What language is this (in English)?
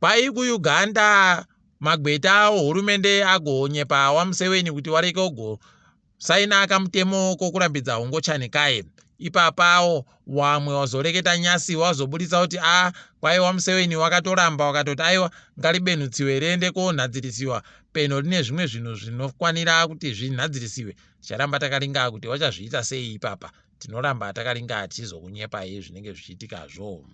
Ndau